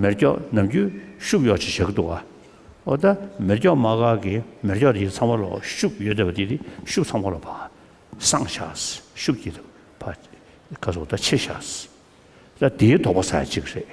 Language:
Tibetan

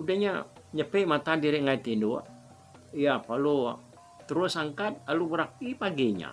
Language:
Iban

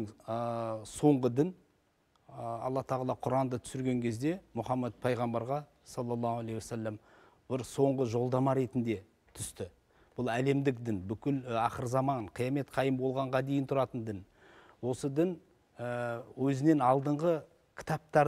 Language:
Kazakh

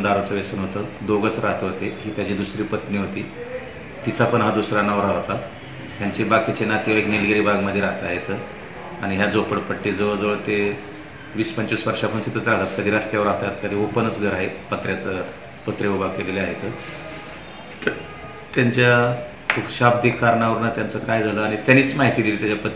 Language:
Marathi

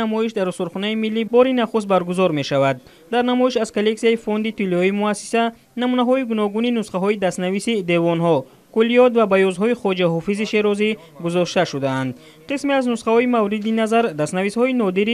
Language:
Tajik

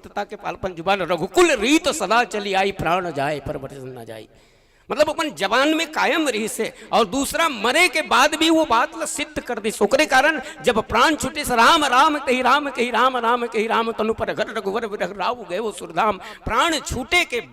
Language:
Chhattisgarhi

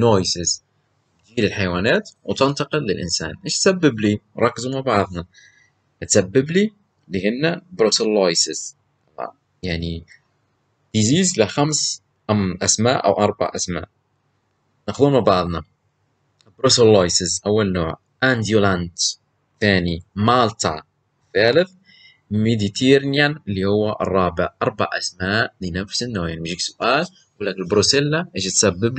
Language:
Libyan Arabic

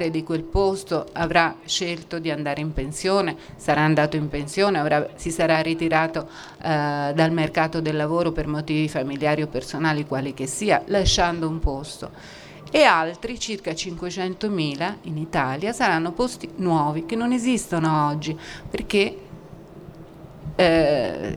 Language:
Italian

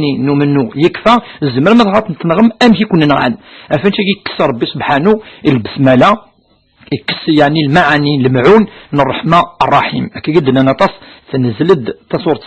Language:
Kabyle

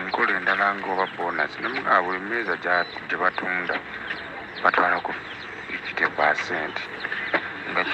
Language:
Ganda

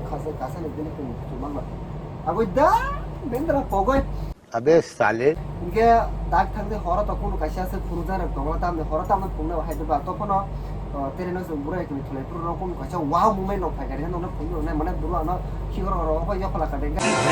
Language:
Kok Borok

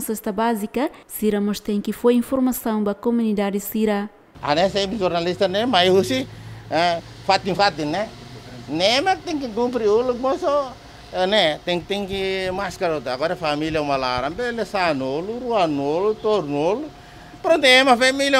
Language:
Tetum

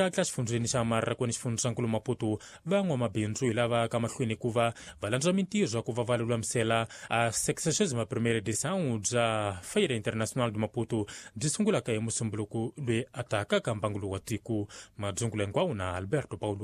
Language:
Tsonga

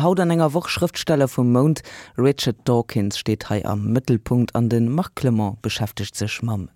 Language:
Luxembourgish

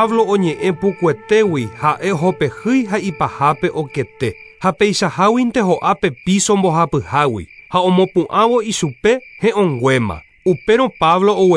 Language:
Guarani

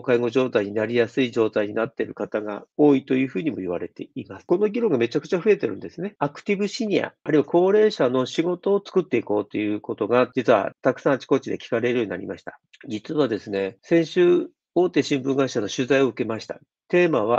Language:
Japanese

